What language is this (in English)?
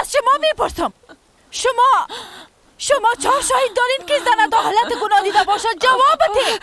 Persian